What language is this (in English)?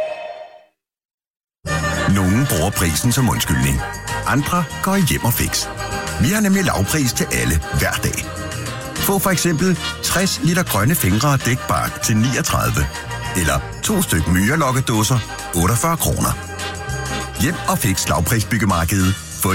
Danish